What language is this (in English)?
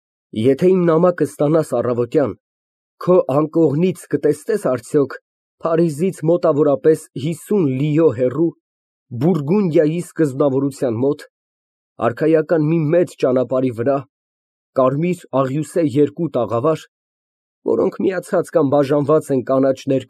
Armenian